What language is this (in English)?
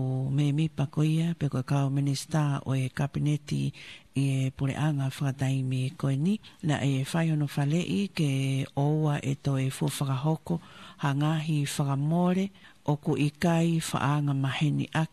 Tongan